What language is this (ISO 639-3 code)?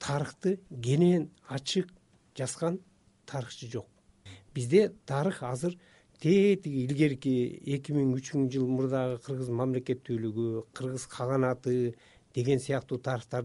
kir